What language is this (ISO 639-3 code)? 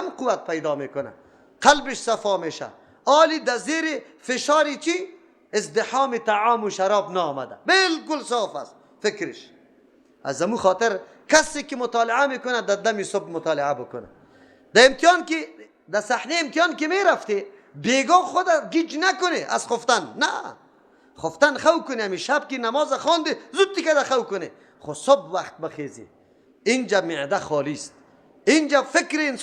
fas